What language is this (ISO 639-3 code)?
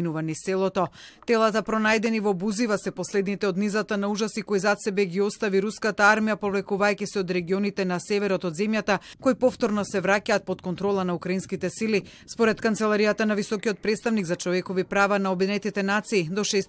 mkd